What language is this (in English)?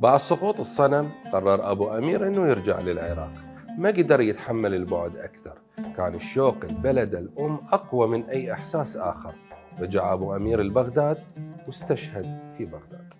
Mesopotamian Arabic